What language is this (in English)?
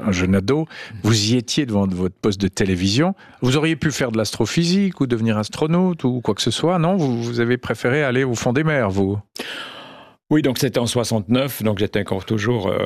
French